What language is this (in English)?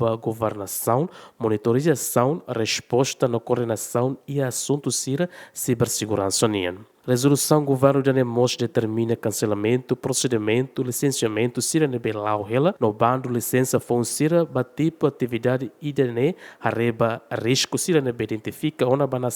Tetum